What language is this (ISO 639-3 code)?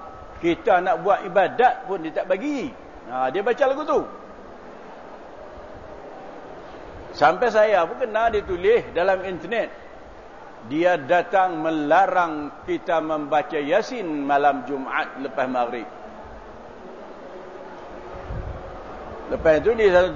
msa